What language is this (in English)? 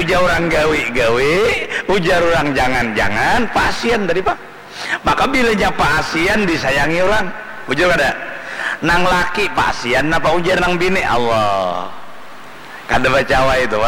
Banjar